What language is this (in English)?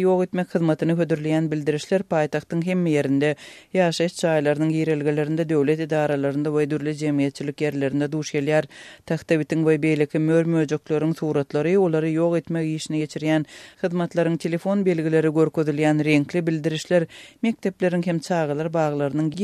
Turkmen